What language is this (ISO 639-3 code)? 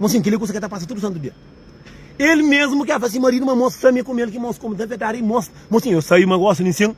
kea